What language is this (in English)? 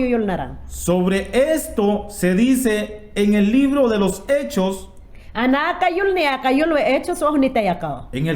Mayangna